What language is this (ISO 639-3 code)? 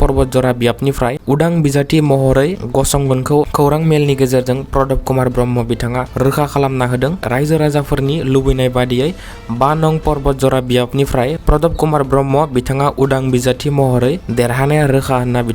brx